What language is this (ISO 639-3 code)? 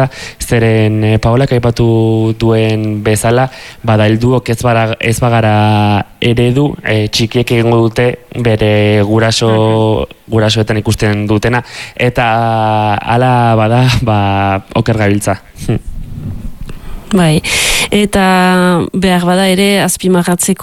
eus